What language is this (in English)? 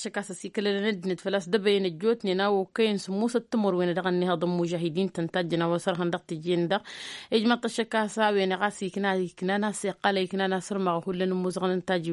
Tamasheq